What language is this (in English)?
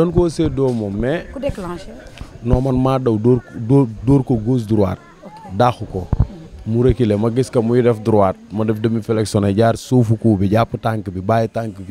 Wolof